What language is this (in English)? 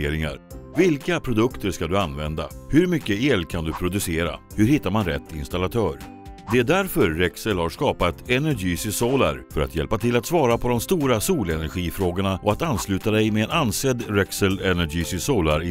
Swedish